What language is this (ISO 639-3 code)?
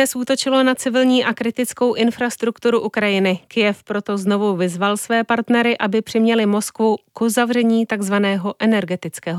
ces